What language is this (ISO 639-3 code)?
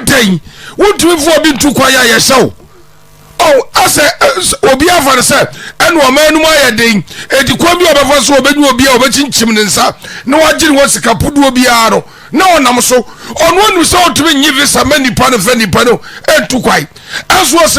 aka